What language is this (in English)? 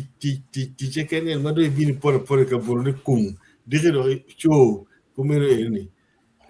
Acoli